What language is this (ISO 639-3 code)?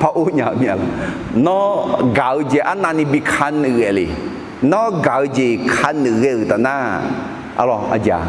ahk